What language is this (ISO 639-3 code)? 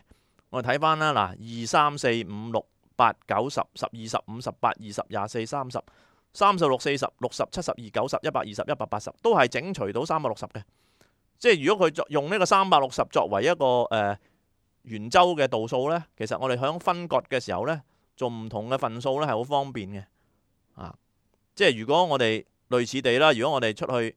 yue